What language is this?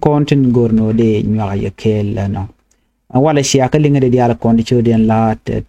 Nuer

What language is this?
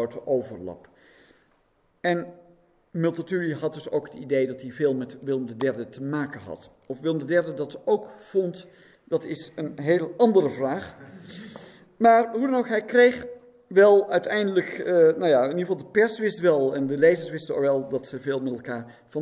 Dutch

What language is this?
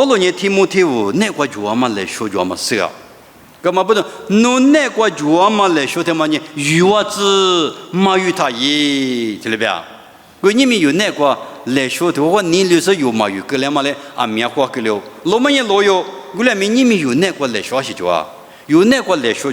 Lisu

